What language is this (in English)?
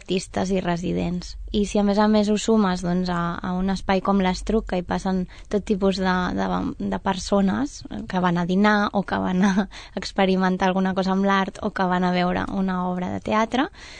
Catalan